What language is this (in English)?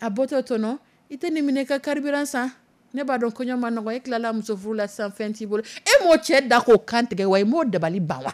Dyula